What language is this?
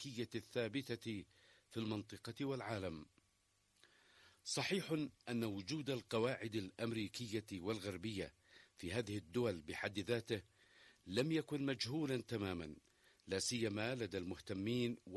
Arabic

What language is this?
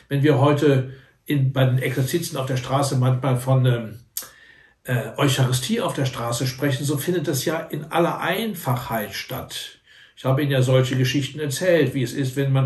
German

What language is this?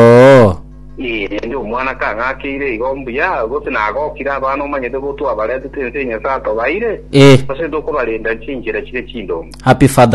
Gusii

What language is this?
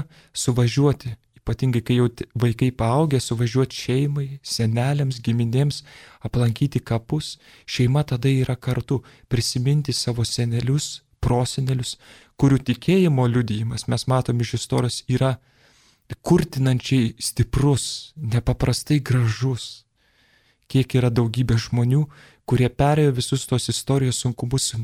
Lithuanian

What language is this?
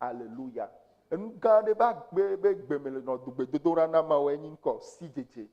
Ewe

